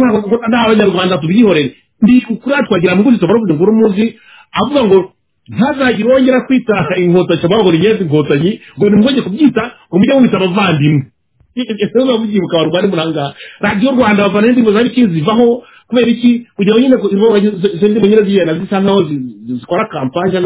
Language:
Kinyarwanda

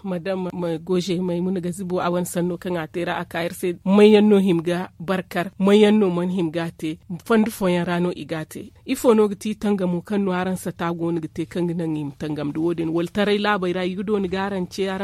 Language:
Zarma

